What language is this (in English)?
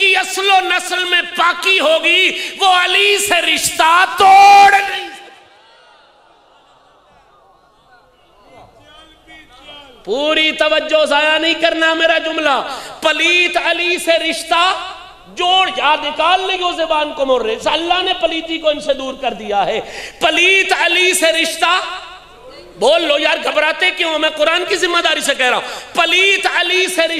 Urdu